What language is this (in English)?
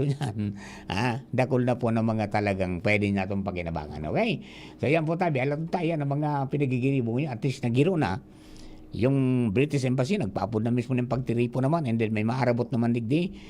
Bikol